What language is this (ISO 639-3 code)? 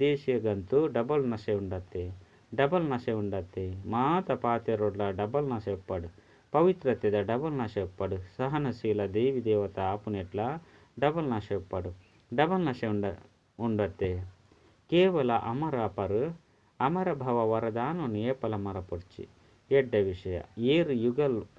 tcy